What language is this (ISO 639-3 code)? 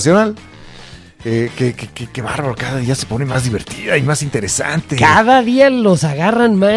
spa